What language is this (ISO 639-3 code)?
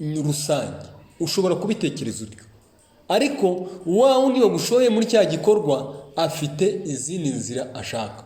kin